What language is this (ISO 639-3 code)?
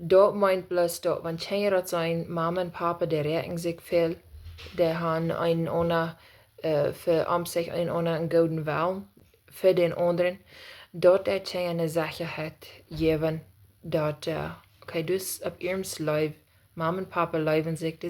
pdt